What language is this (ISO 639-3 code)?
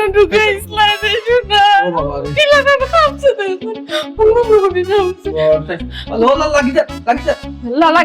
syl